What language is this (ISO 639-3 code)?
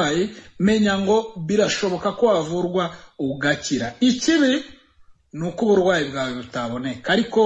kin